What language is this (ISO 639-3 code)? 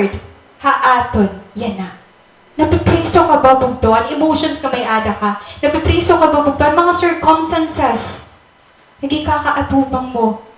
war